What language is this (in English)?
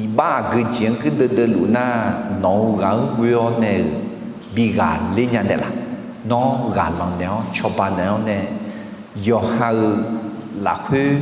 Akha